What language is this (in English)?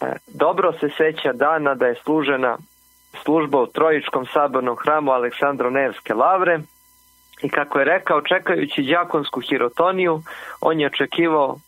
Serbian